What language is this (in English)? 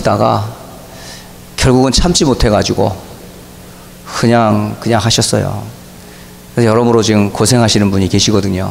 Korean